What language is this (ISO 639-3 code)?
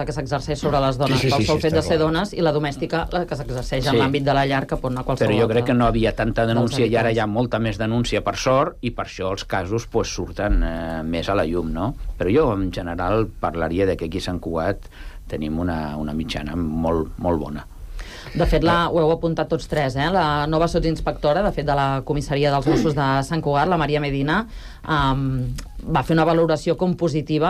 cat